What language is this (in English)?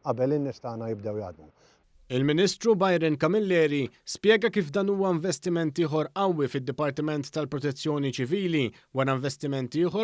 Maltese